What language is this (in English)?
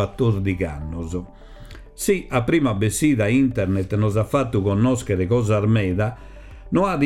Sardinian